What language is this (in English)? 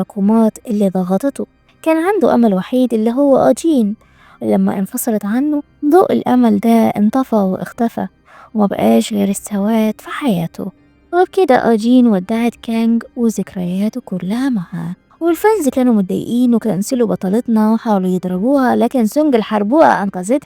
Egyptian Arabic